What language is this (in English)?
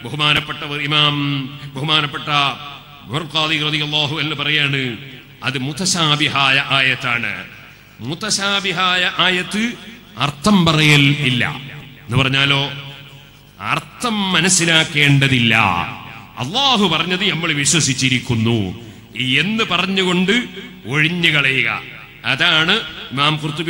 Malayalam